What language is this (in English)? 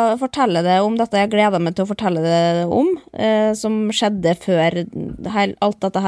Norwegian